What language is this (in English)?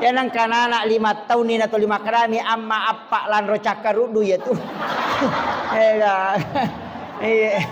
Buginese